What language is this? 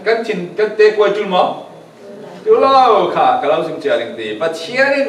Falam Chin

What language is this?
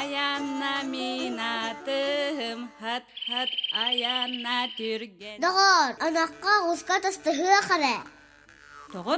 Yakut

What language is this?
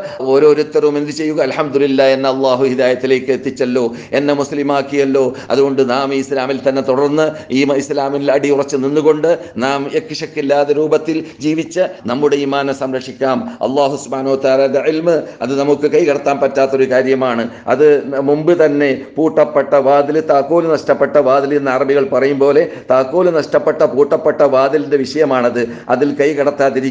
Malayalam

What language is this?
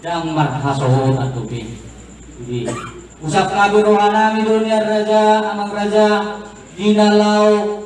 Batak Toba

